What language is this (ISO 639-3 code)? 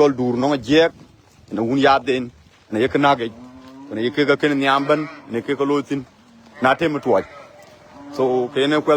din